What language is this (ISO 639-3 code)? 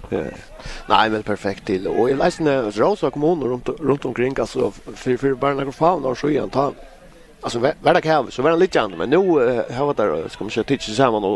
fao